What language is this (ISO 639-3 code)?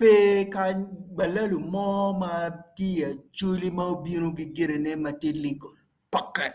ach